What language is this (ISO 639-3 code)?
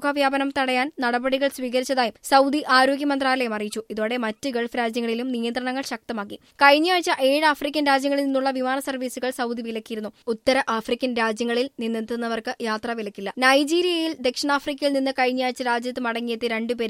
mal